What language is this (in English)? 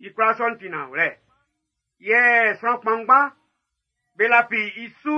Baoulé